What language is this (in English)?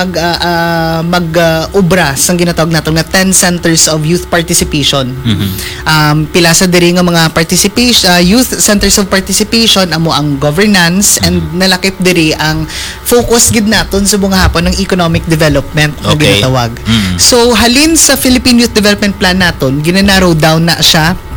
Hiligaynon